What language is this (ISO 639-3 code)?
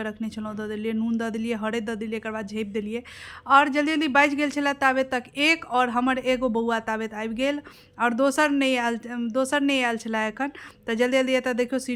mai